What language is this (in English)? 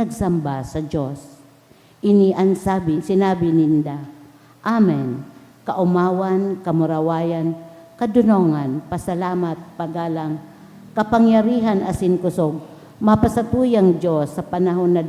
Bikol